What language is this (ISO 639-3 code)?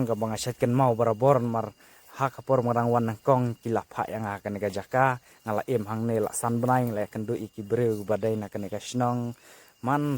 kha